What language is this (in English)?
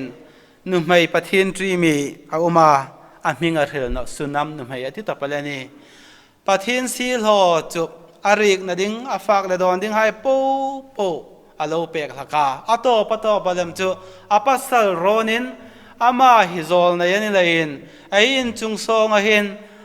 Hmar